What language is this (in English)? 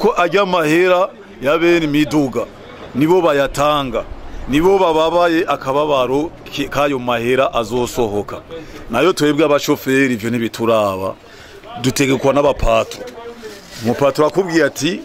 Rundi